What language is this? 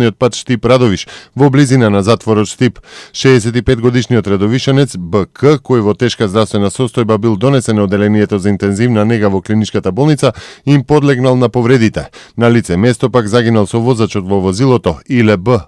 Macedonian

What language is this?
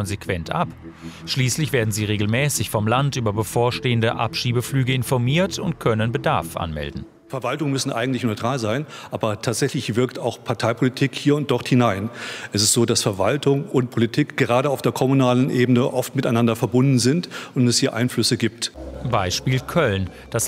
German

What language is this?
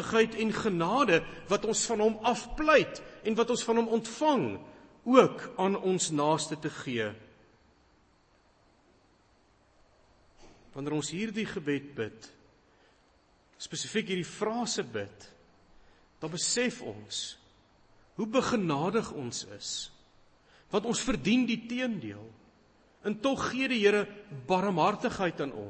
Afrikaans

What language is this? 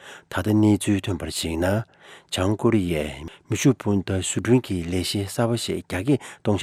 Tibetan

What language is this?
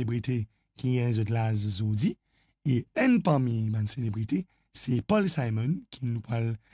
Morisyen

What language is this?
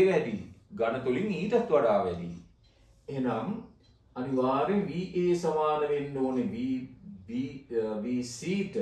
Sinhala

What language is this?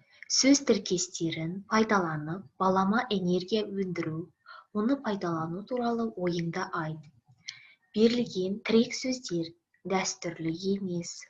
Kazakh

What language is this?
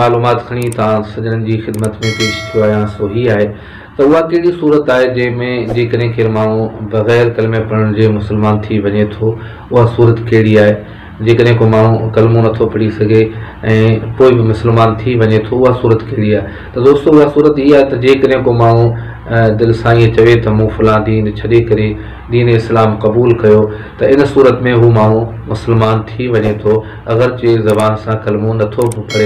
Sindhi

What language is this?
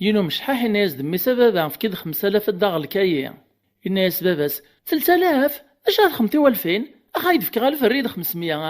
Kabyle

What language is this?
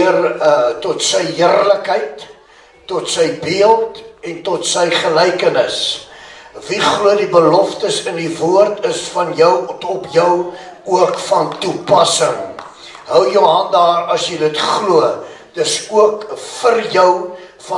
Afrikaans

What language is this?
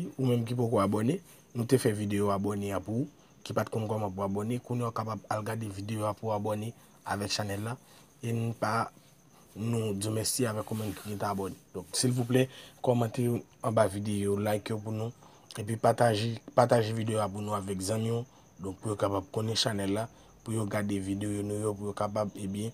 Haitian Creole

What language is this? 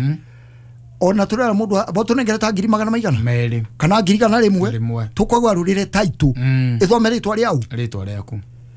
Kikuyu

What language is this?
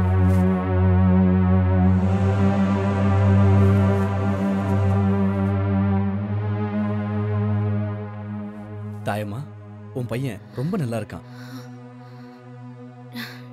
Tamil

